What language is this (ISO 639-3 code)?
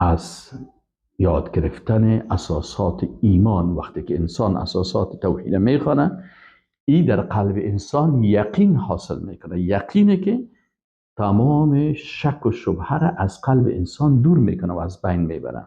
fas